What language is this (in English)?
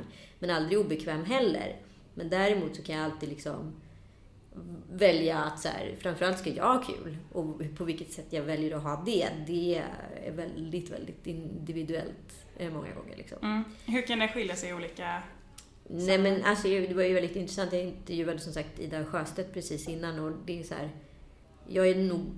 Swedish